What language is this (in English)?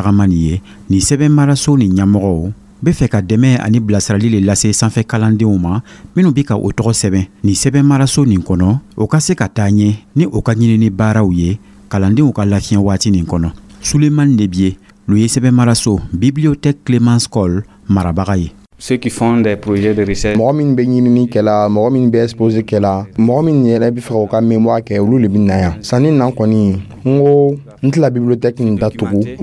Dyula